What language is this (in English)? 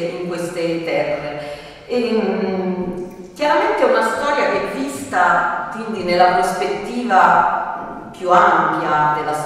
Italian